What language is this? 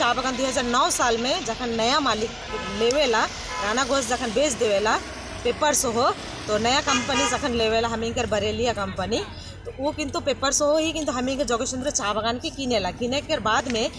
Sadri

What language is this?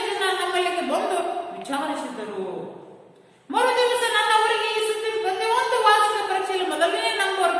Kannada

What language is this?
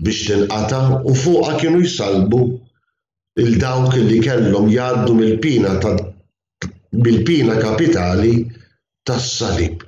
Maltese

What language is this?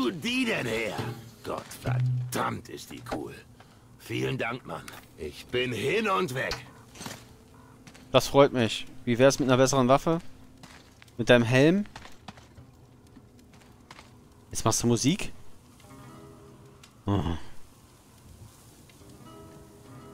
German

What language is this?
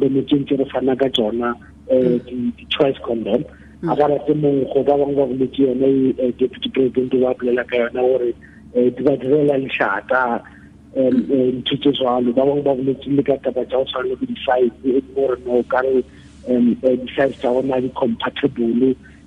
Tswana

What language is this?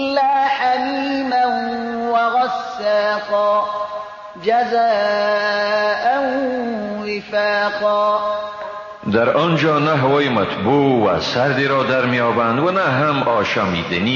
Persian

